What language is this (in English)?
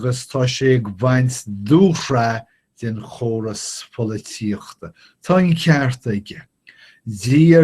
Irish